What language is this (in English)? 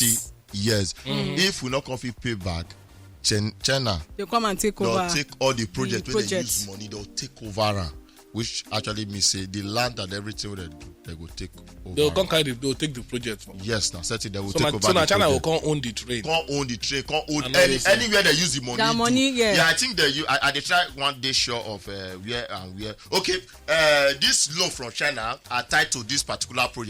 Nigerian Pidgin